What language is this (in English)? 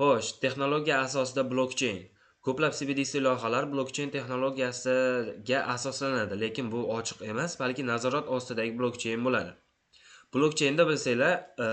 Uzbek